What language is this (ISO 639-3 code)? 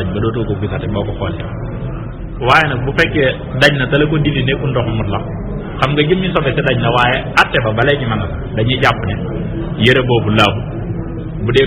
wol